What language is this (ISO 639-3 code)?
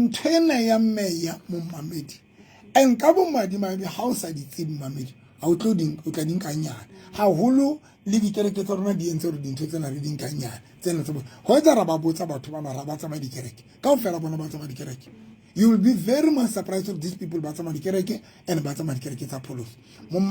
sot